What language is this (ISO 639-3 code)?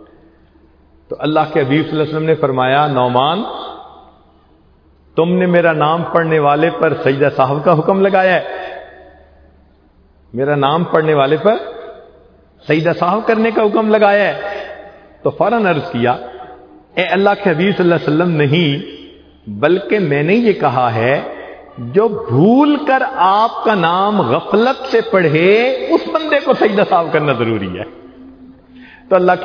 urd